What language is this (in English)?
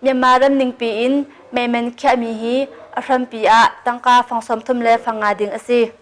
Hakha Chin